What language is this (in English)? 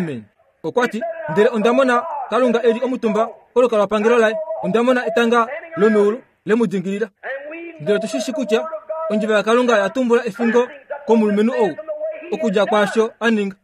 Kuanyama